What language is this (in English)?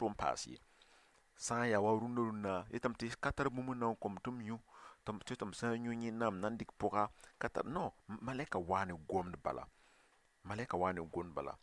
Mossi